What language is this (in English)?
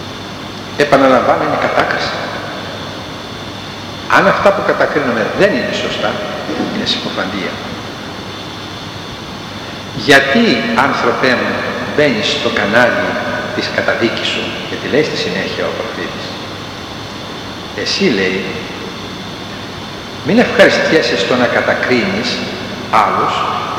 Greek